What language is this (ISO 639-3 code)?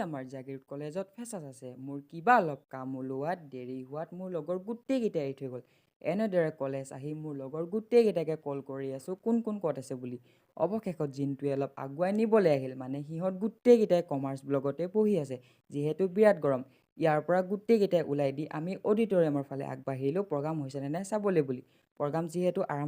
asm